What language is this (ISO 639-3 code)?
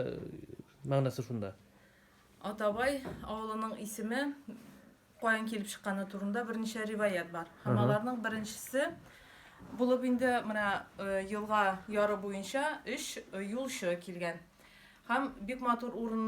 tat